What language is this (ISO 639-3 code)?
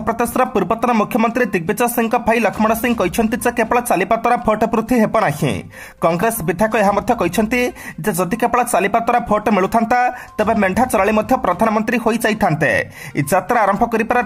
ori